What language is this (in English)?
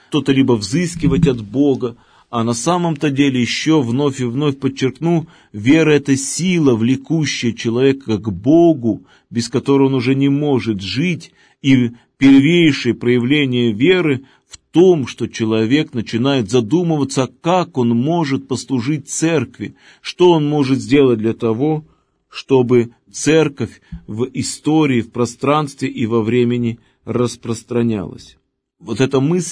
Russian